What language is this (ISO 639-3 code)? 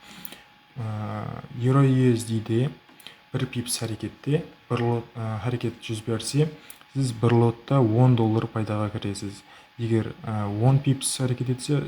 kaa